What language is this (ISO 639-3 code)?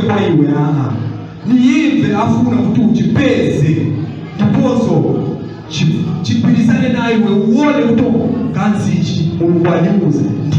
nya